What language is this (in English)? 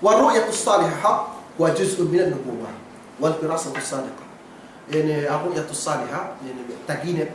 Yakan